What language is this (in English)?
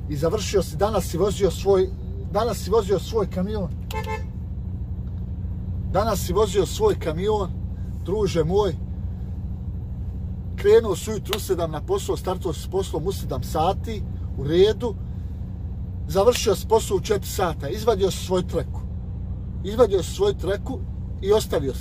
Bosnian